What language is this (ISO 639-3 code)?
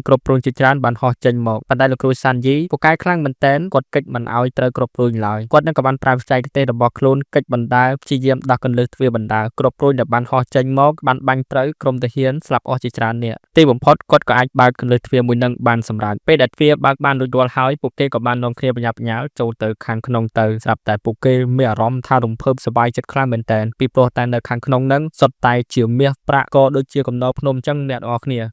khm